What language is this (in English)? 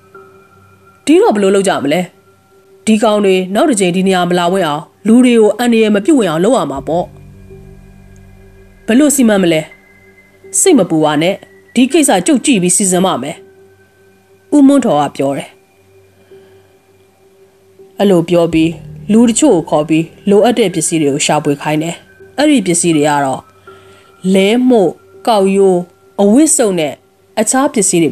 Burmese